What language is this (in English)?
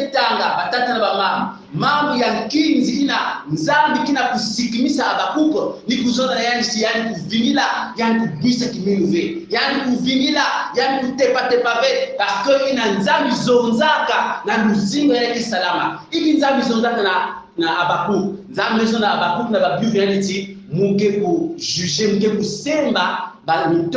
Kongo